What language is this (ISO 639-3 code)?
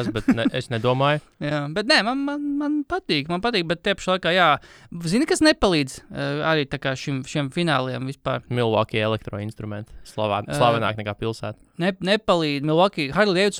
lav